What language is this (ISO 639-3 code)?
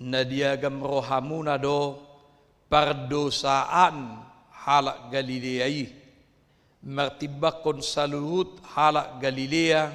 bbc